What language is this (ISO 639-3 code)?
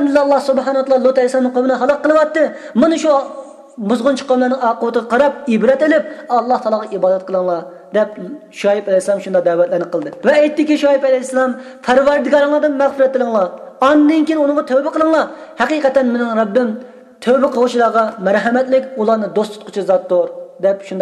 uig